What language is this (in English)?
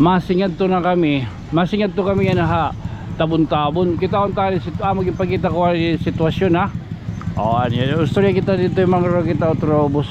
Waray